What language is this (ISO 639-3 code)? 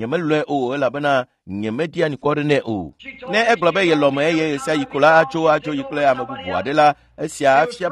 ewe